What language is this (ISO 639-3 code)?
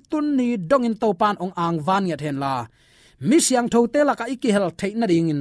ctd